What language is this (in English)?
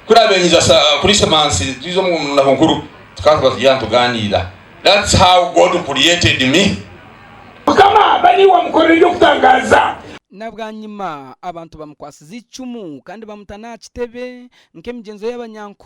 Nyankole